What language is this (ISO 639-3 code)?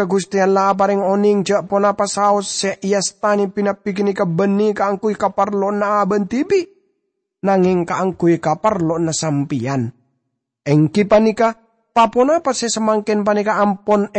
mad